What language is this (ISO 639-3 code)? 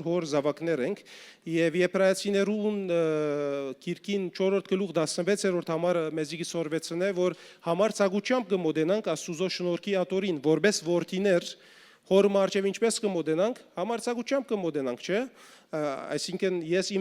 hyw